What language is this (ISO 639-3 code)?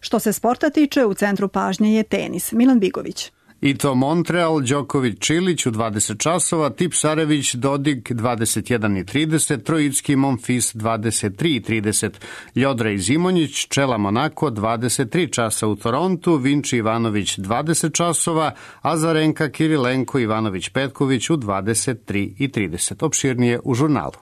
srp